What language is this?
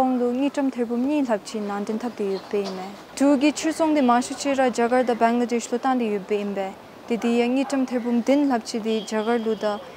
Dzongkha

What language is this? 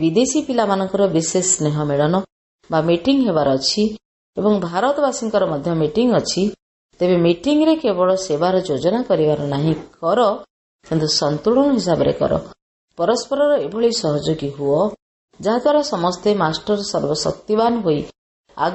Odia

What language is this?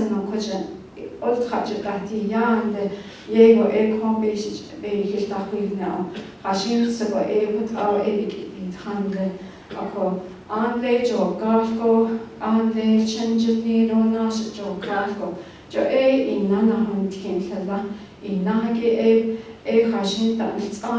Navajo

